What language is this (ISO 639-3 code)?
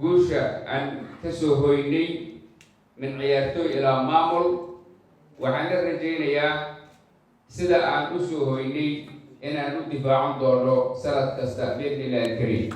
som